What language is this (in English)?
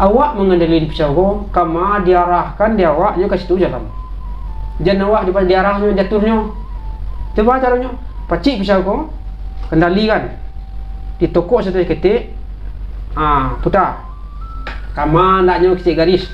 Minangkabau